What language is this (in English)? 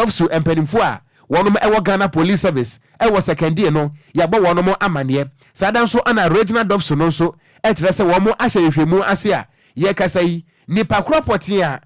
Akan